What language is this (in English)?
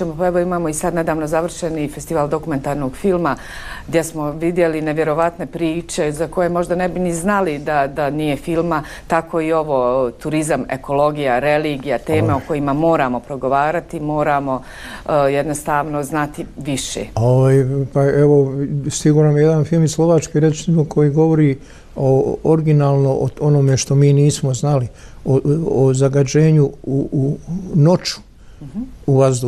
Bosnian